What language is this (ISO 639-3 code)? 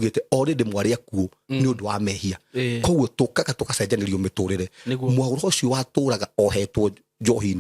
kik